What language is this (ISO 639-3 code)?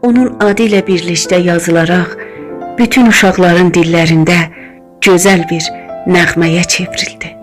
azb